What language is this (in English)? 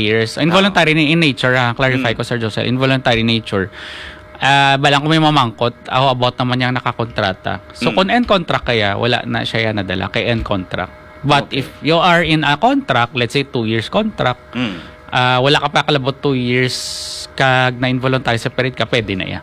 Hiligaynon